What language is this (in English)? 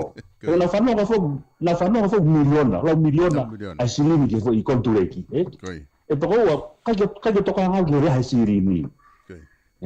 Tongan